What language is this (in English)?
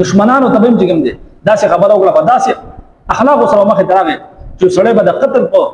Pashto